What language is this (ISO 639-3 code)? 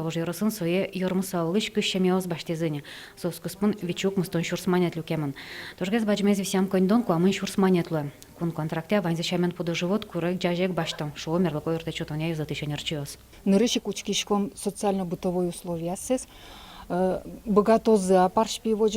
udm